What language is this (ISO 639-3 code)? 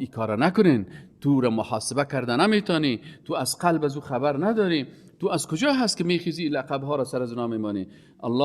fas